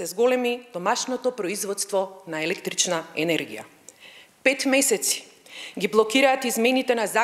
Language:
Macedonian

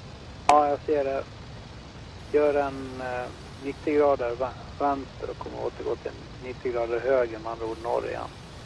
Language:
Swedish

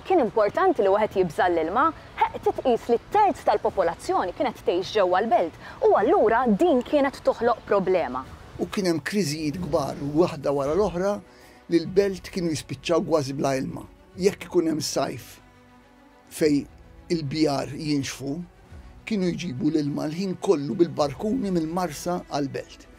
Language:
Maltese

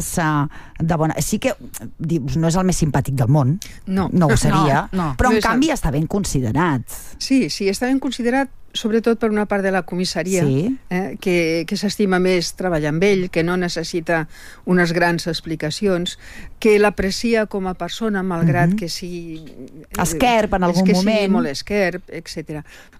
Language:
Catalan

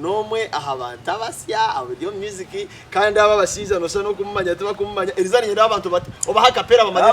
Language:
Nyankole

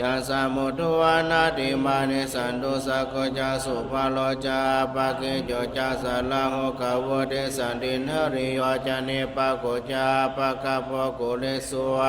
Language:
Pali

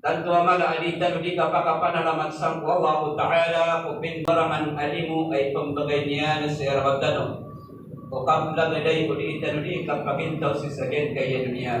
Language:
Maranao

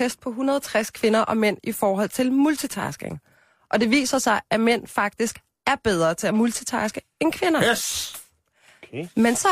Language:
Danish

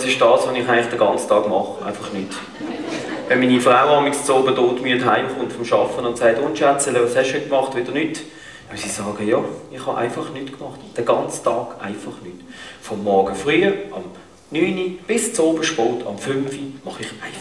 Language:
Swiss German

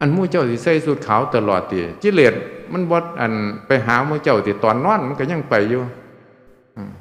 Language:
Northeastern Thai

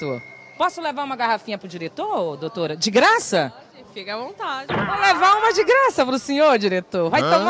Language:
Portuguese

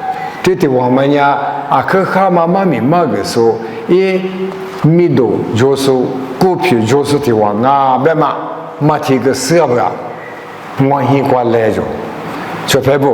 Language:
Lisu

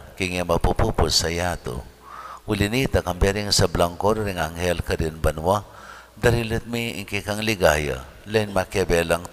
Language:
Pampanga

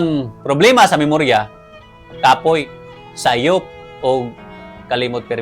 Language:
Cebuano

